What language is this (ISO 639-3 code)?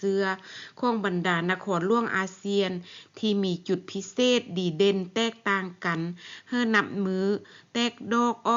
lao